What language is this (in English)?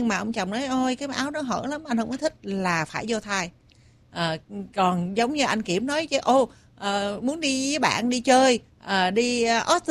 Vietnamese